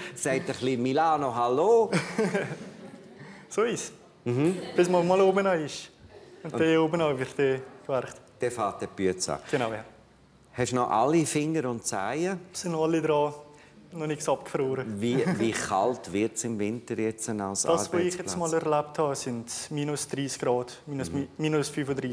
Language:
Swiss German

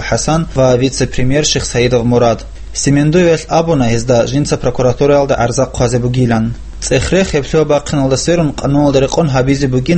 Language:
Avaric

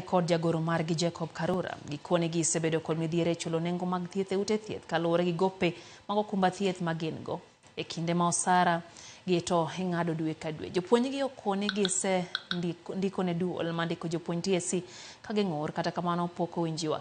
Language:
Luo (Kenya and Tanzania)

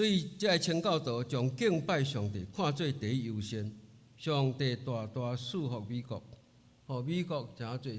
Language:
Min Nan Chinese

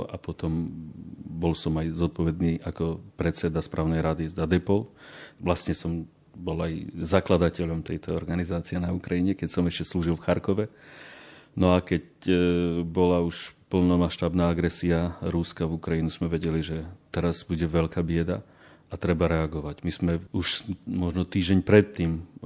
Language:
Slovak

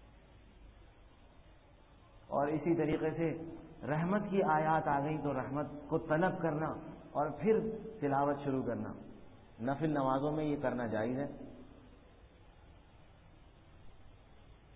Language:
Urdu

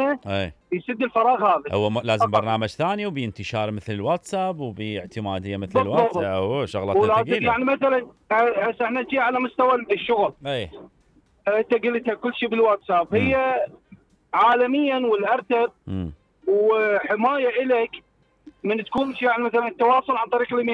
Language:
Mesopotamian Arabic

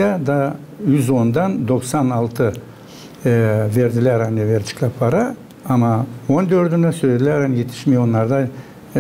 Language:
Gagauz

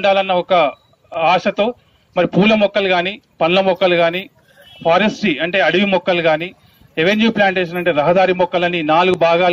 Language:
Telugu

